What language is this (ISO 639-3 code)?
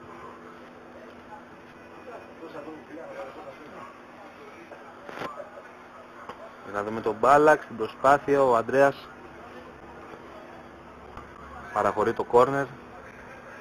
ell